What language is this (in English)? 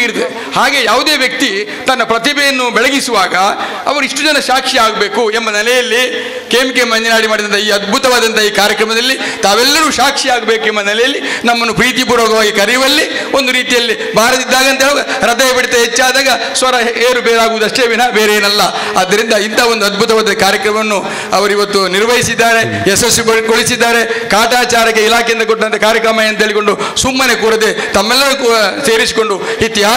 Kannada